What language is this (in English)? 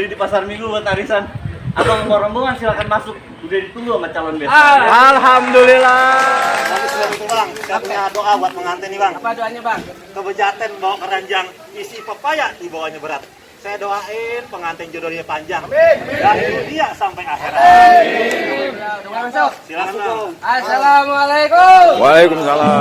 Betawi